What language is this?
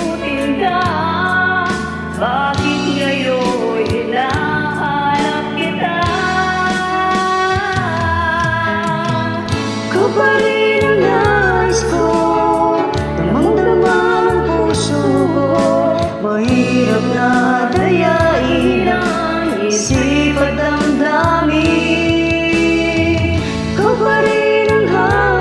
Filipino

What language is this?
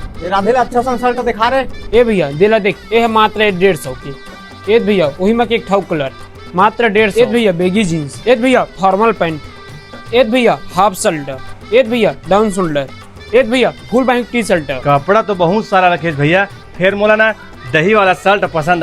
Chhattisgarhi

